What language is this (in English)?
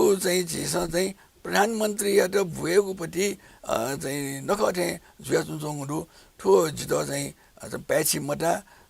Newari